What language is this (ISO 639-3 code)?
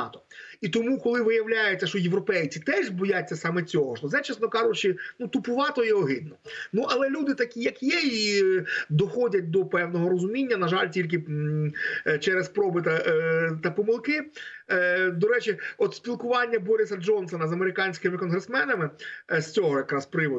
ukr